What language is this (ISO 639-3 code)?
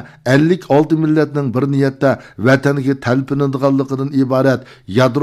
uig